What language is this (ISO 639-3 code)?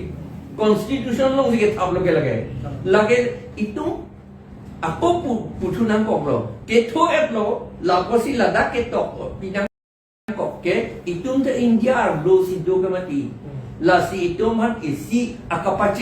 mjw